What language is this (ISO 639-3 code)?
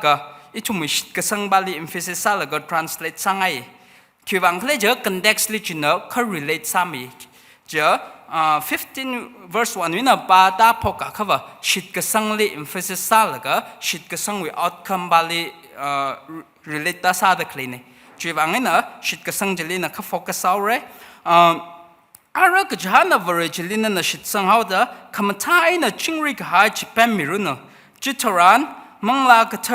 nmf